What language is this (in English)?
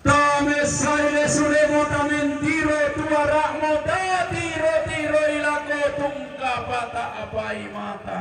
Toraja-Sa'dan